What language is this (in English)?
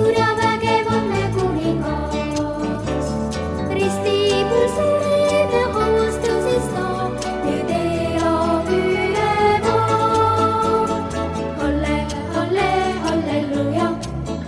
Estonian